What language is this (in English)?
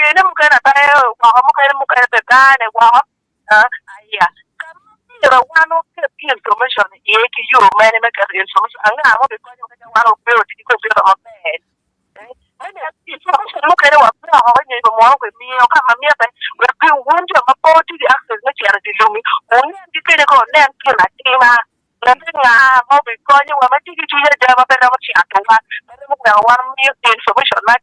Acoli